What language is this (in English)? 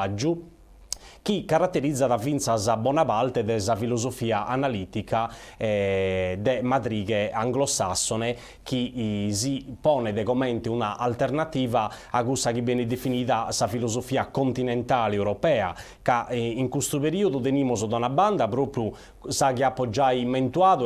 Sardinian